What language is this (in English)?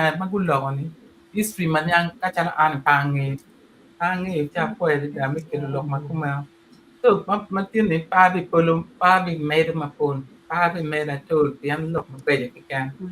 Acoli